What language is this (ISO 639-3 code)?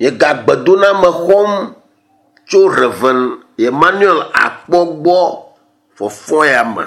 ewe